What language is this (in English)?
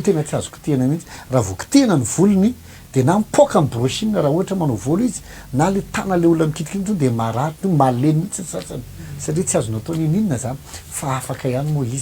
Malagasy